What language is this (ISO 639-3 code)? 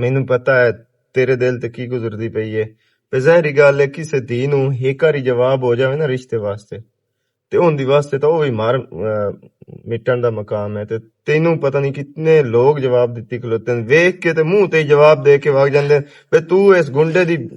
lah